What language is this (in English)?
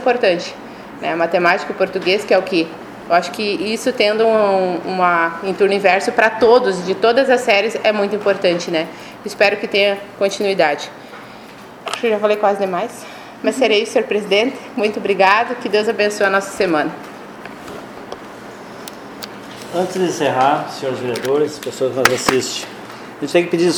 Portuguese